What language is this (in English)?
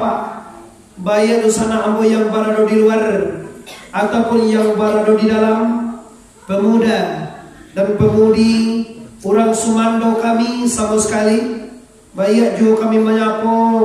Minangkabau